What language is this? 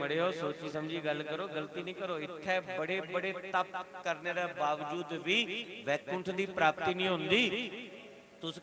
Dogri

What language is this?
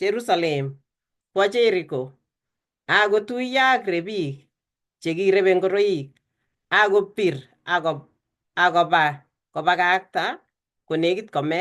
Kalenjin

